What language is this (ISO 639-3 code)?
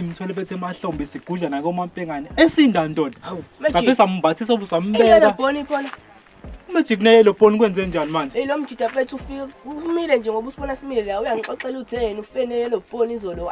zul